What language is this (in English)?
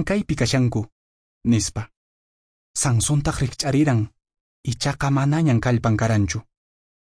Quechua